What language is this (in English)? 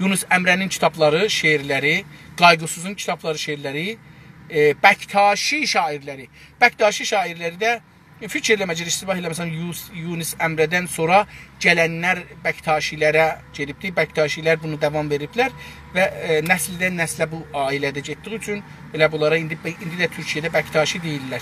South Azerbaijani